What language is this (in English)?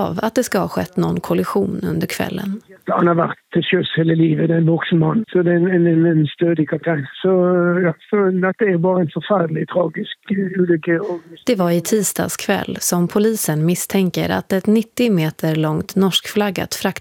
Swedish